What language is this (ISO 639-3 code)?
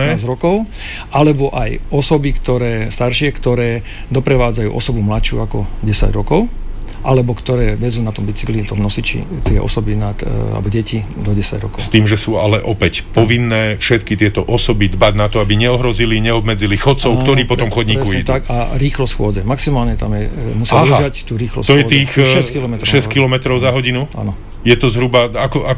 slk